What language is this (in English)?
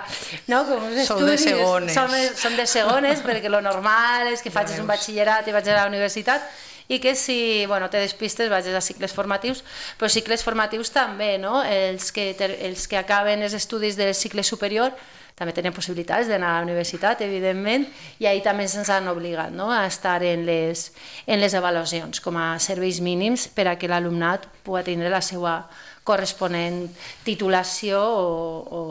Catalan